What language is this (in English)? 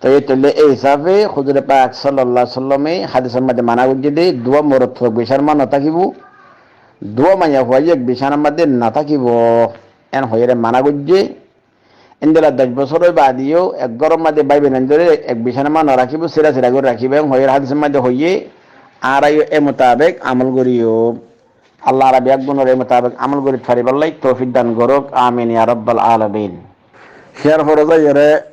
Rohingya